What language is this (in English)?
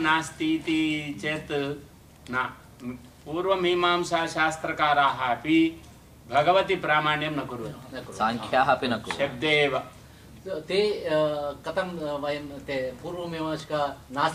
Sanskrit